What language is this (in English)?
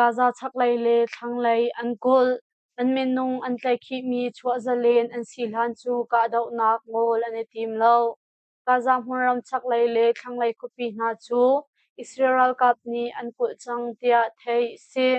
Hakha Chin